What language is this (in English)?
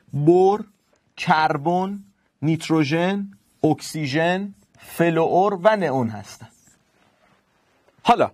Persian